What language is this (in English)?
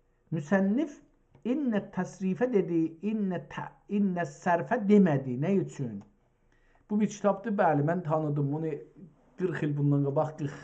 South Azerbaijani